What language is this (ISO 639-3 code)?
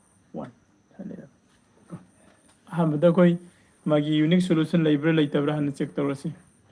mni